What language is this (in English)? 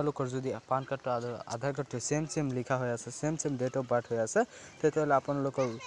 Assamese